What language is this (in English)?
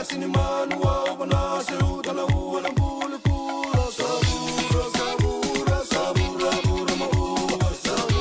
Fijian